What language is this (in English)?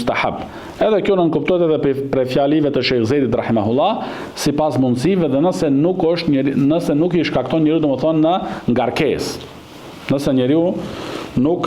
Albanian